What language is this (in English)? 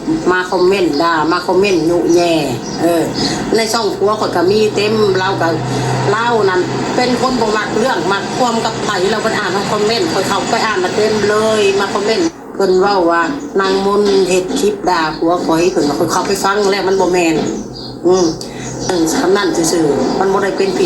Lao